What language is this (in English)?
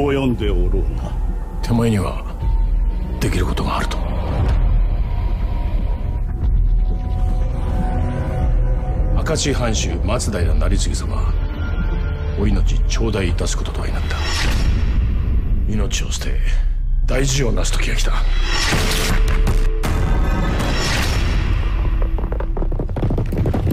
Japanese